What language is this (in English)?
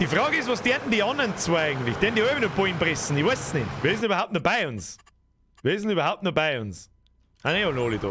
Bavarian